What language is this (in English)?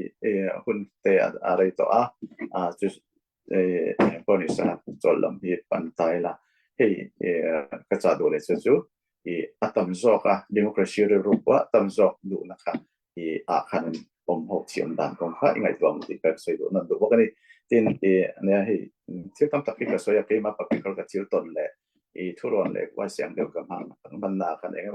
Falam Chin